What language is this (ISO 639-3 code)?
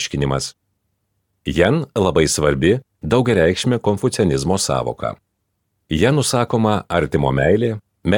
lit